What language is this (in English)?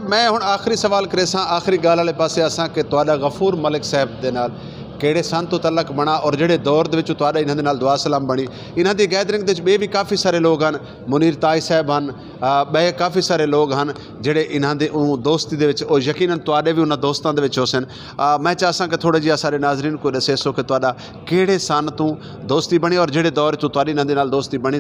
Saraiki